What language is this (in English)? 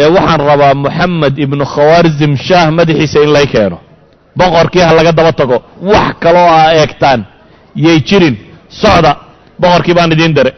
Somali